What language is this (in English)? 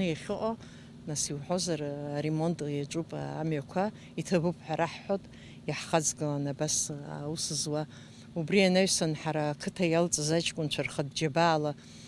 Abkhazian